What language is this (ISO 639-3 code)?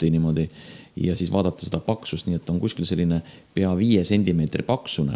est